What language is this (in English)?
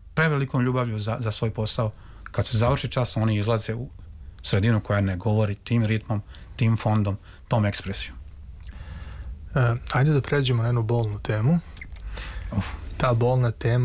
Serbian